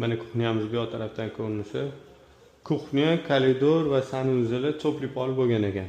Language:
Uzbek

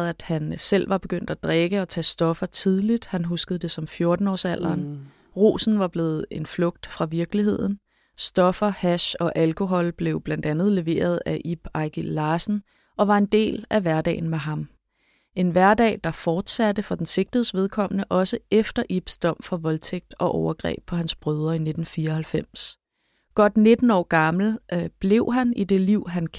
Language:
Danish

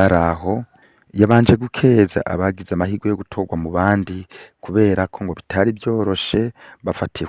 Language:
Rundi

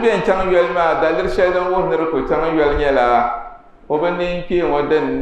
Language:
Dagbani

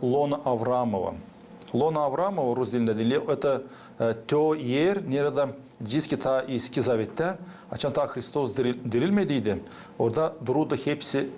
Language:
Gagauz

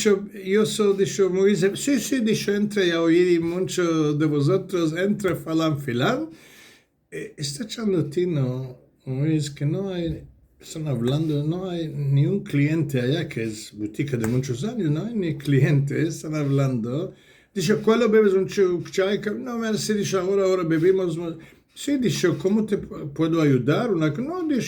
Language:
Ladino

